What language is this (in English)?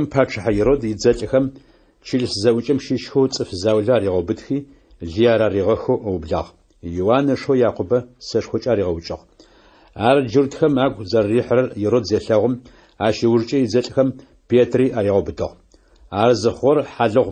Adyghe